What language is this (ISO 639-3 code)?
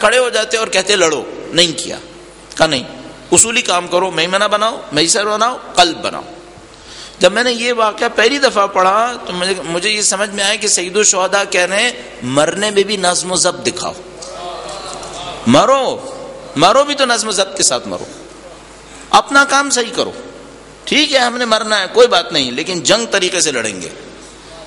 urd